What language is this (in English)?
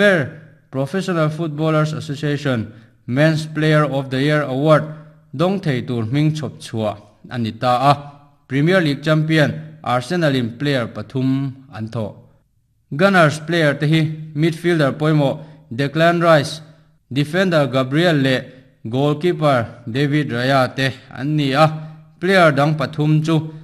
Mizo